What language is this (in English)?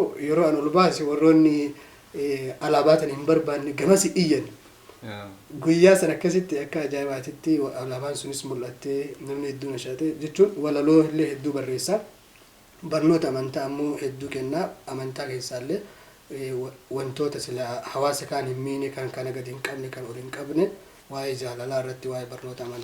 Oromo